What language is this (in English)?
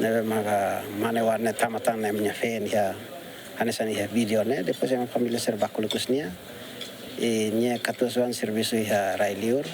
Tetum